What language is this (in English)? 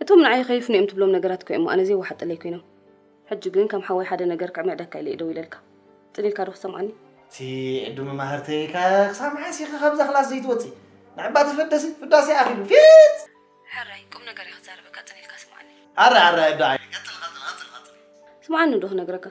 Tigrinya